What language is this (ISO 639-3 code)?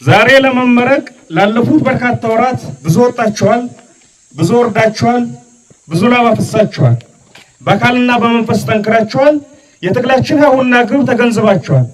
amh